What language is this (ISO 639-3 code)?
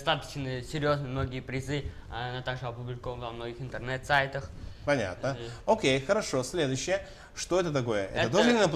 rus